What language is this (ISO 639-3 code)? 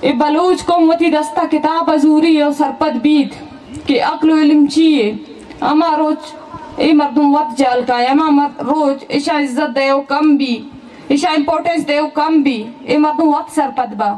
bal